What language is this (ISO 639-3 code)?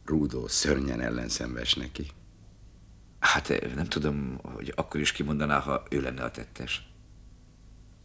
hun